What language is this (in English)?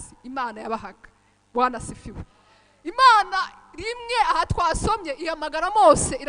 Kinyarwanda